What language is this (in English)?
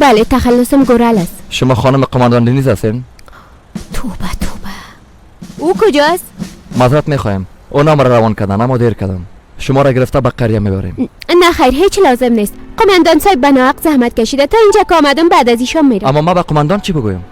Persian